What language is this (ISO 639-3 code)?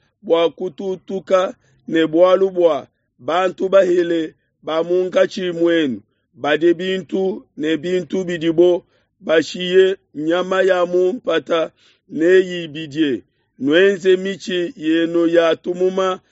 lua